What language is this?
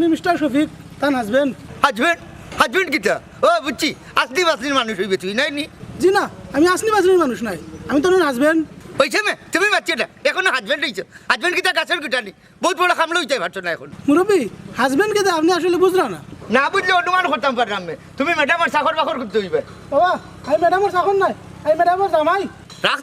Sylheti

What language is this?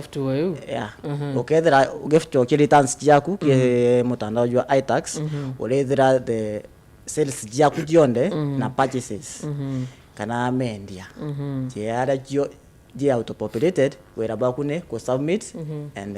Meru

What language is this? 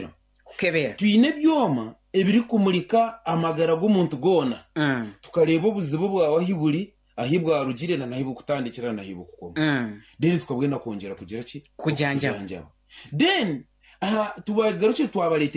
Nyankole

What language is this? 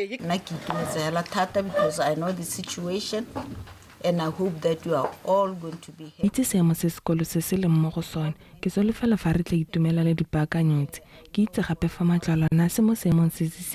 Tswana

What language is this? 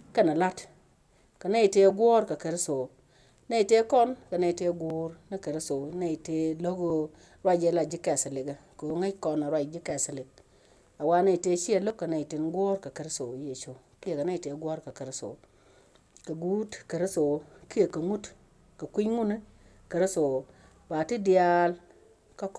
Nuer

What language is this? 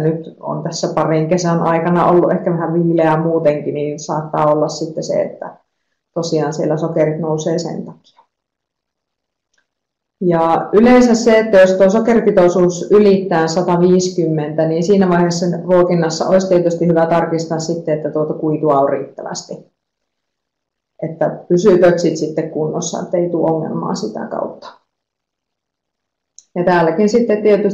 Finnish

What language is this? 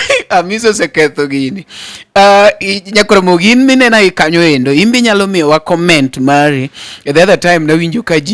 Luo (Kenya and Tanzania)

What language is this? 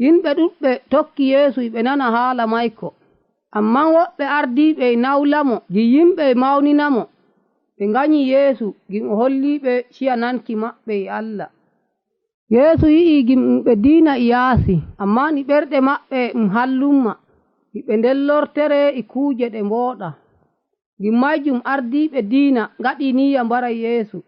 Nigerian Fulfulde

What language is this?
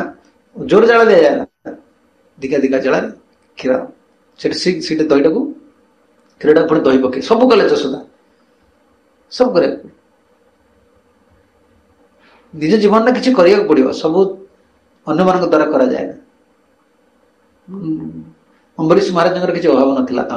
Odia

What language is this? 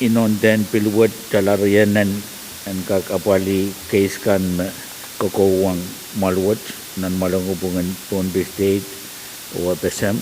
Pohnpeian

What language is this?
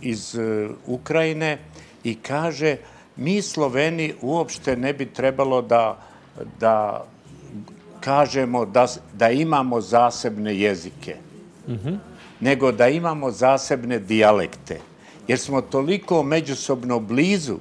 Croatian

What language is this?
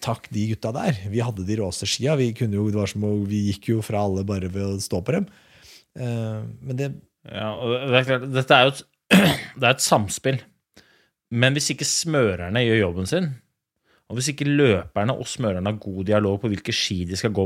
Norwegian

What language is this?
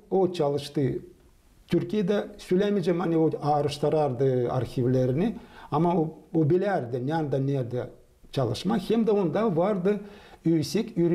Gagauz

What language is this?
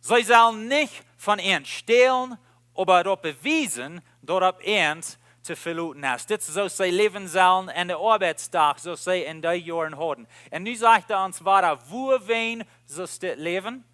Plautdietsch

